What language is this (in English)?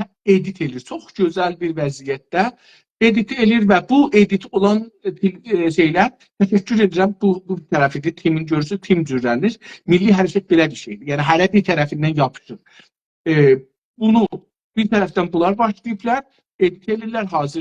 South Azerbaijani